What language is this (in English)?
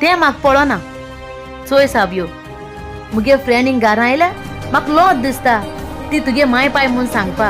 Konkani